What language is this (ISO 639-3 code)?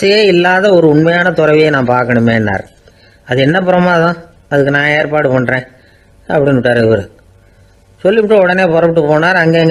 tam